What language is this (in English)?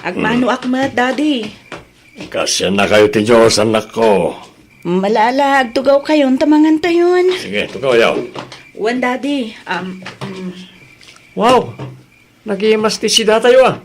Iloko